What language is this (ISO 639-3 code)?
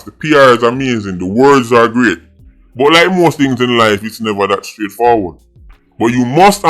jam